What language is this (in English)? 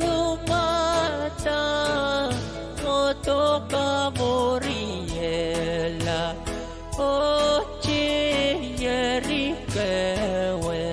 Pohnpeian